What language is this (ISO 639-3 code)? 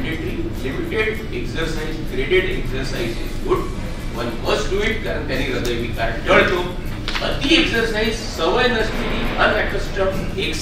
mar